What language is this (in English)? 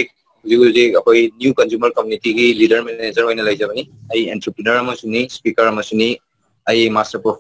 Manipuri